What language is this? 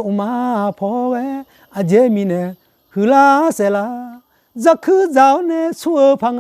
Akha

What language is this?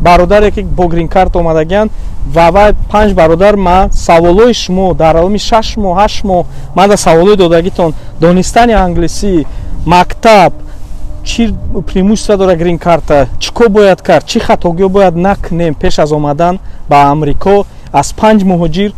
Tajik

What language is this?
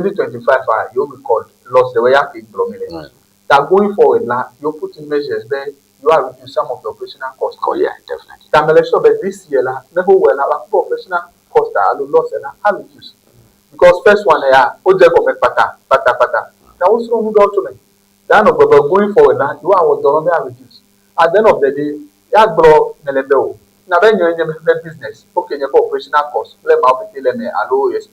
Ewe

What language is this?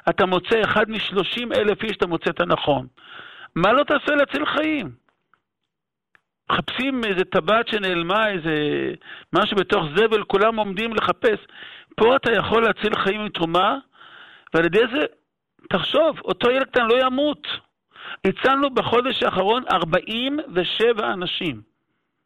Hebrew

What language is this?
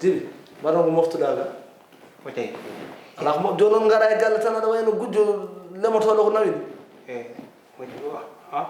Fula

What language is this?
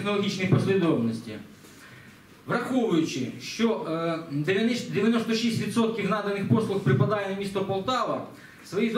Ukrainian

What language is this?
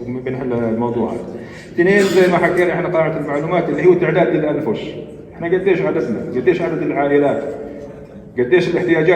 North Levantine Arabic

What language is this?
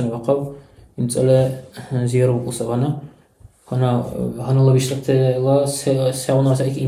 Dargwa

